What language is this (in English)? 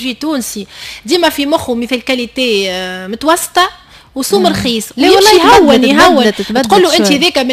Tunisian Arabic